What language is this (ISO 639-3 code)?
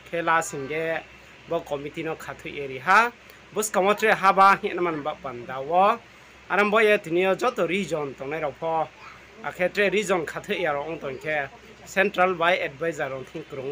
ria